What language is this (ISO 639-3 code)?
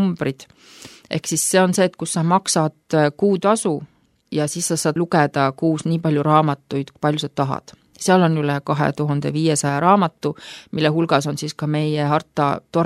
est